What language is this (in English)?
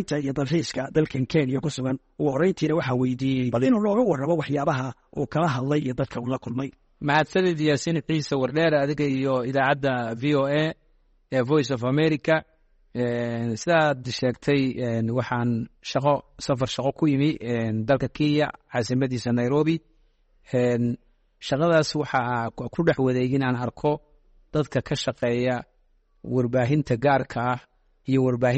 Somali